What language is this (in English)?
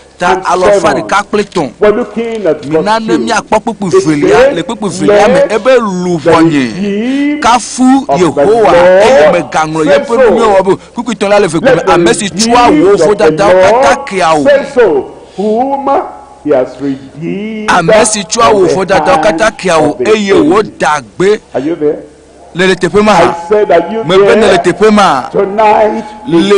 Ewe